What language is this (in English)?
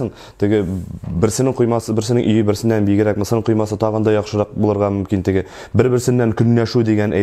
Tatar